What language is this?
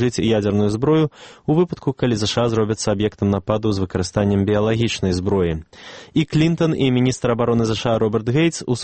Belarusian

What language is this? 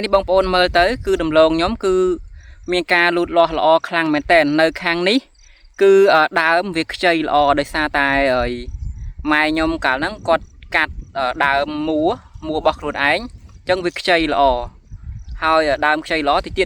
Khmer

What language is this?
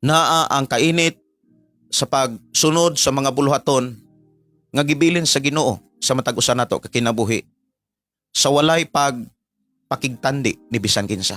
Cebuano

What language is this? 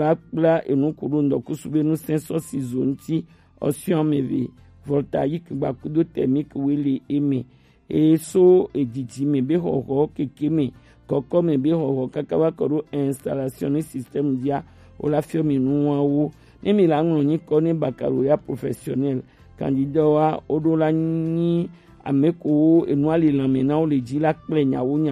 Gen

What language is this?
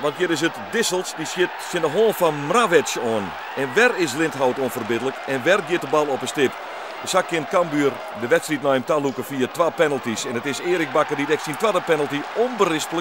Western Frisian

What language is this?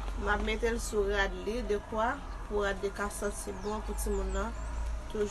Haitian Creole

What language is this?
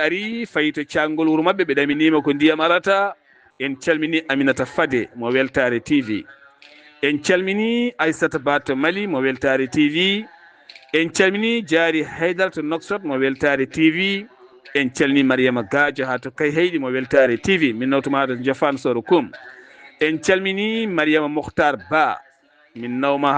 Fula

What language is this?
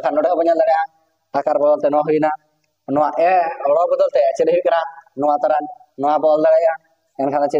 Santali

